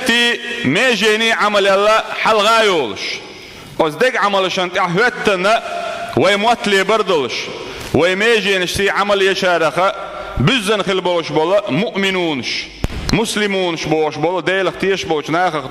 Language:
Chechen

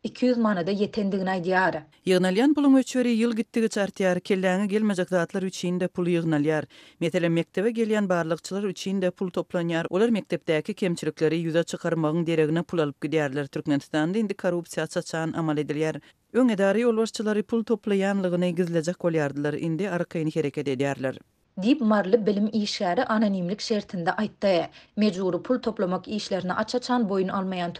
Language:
Turkmen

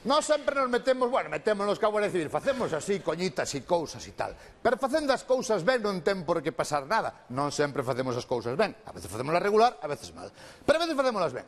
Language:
Galician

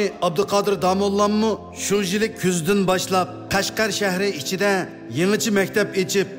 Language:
Uyghur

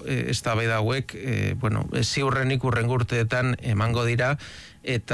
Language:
Basque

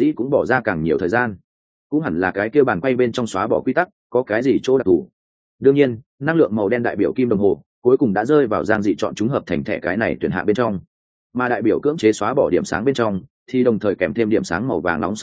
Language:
Vietnamese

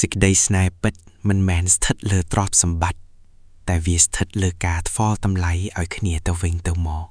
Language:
Khmer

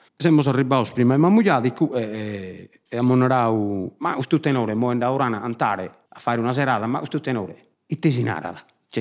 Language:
Sardinian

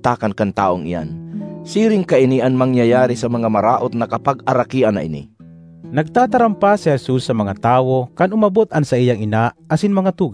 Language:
Bikol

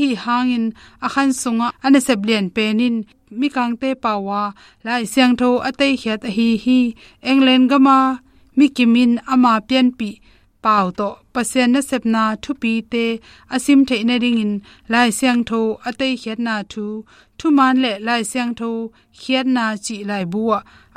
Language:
Tedim Chin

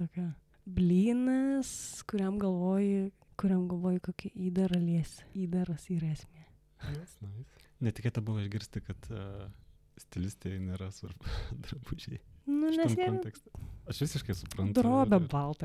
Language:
Lithuanian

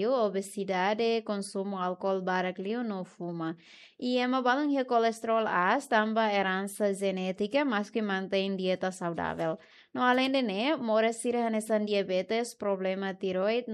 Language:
Tetum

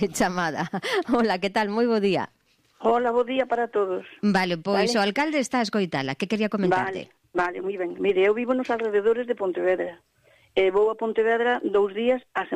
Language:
Galician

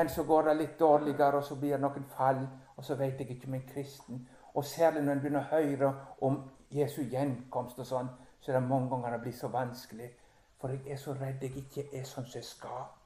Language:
Norwegian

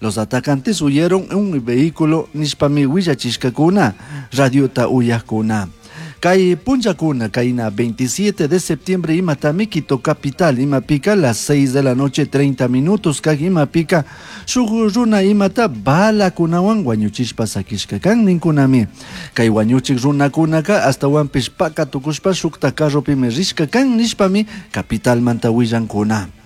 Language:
Chimborazo Highland Quichua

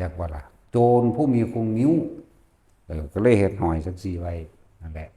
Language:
Northeastern Thai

